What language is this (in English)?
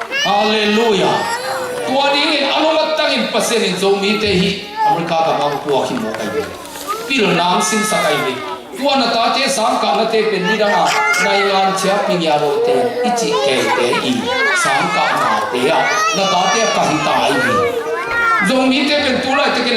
Tedim Chin